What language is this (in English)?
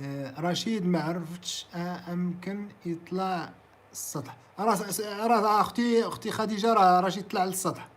Moroccan Arabic